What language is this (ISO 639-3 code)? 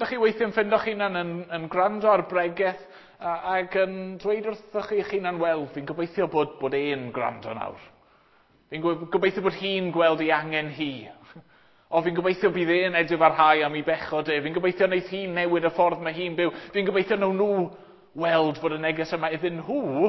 cym